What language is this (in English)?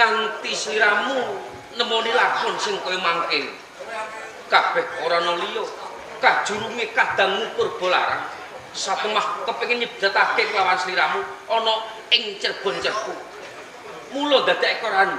Javanese